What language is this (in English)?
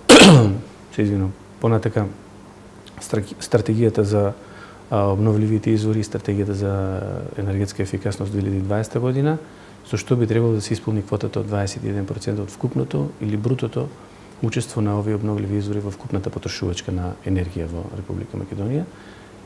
Macedonian